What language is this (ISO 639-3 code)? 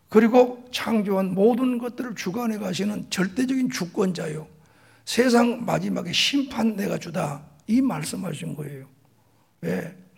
kor